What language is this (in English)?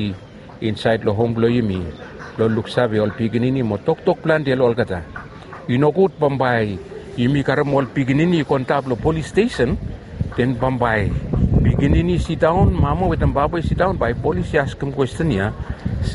Bislama